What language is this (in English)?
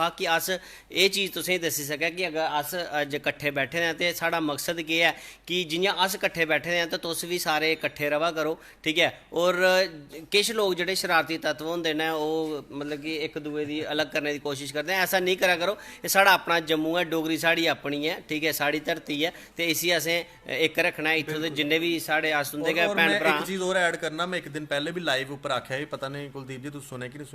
Dogri